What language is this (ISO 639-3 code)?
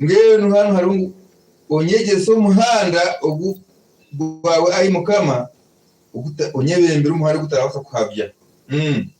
nyn